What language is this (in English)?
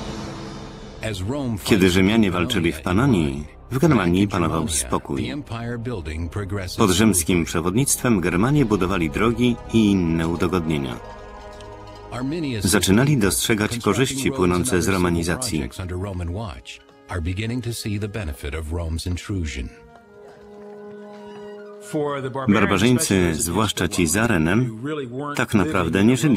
Polish